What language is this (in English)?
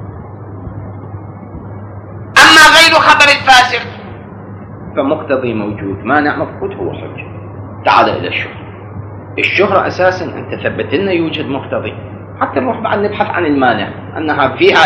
Arabic